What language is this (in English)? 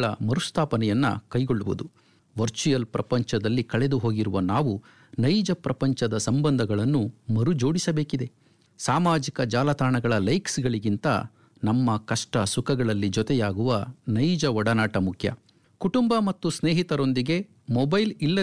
Kannada